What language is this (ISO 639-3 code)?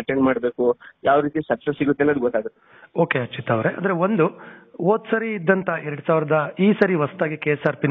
kan